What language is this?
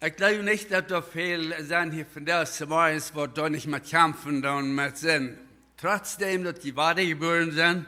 Plautdietsch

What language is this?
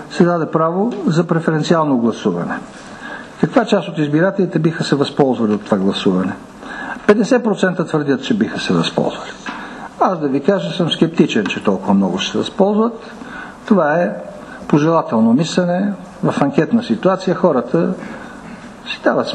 Bulgarian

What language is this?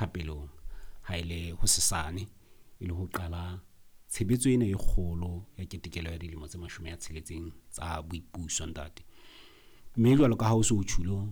Southern Sotho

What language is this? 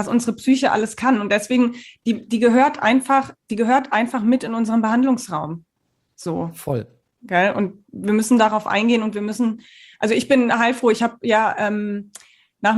German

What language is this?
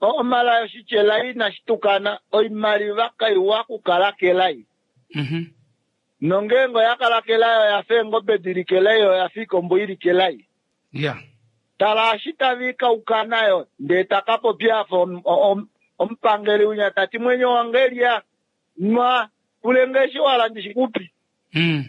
Kuanyama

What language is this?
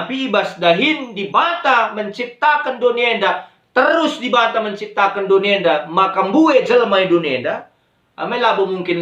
Batak Karo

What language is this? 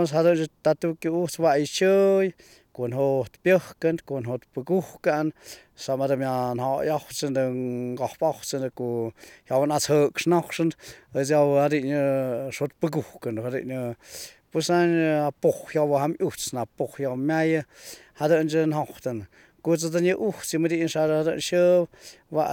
Slovenian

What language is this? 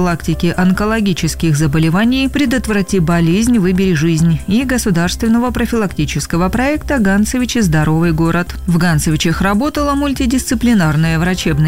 Russian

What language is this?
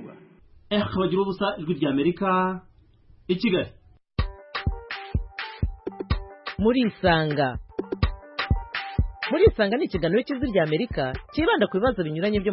Kinyarwanda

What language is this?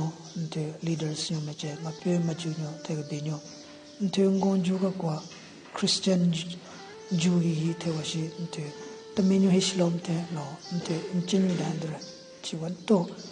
Southern Rengma Naga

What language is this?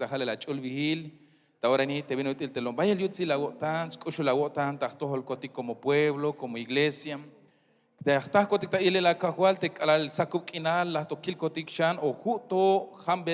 Tzeltal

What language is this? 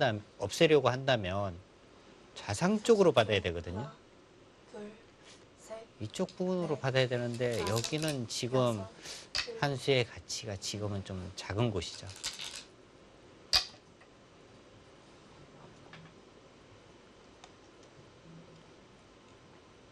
Korean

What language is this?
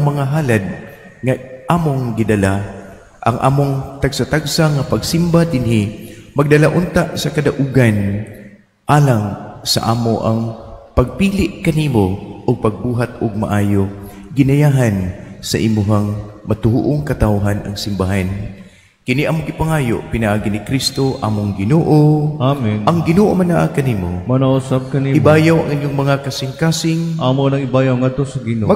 Cebuano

